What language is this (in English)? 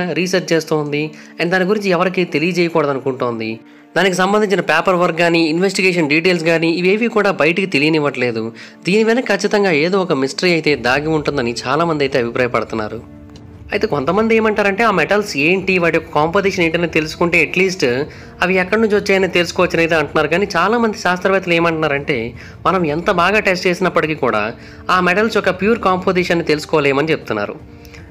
Telugu